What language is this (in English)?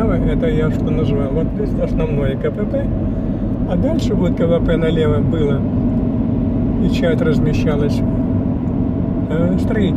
Russian